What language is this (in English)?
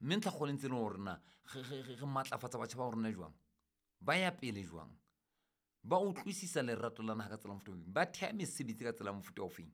Southern Sotho